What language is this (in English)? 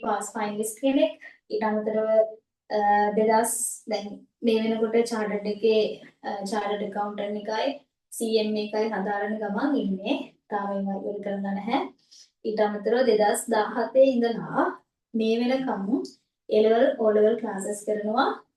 Sinhala